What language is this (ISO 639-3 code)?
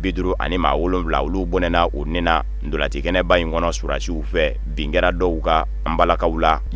bam